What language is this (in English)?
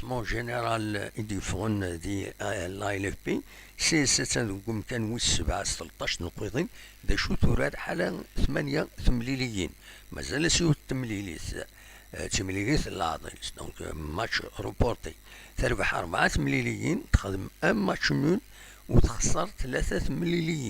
Kabyle